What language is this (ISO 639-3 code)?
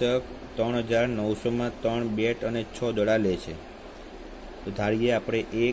guj